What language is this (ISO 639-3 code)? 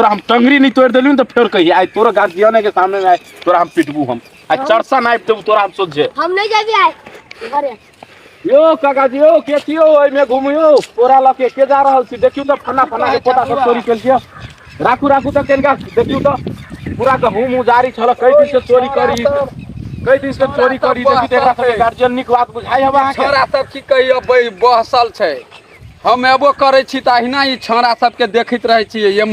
mai